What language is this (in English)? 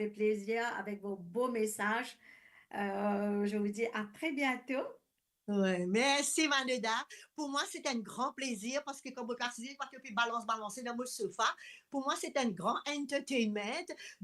Morisyen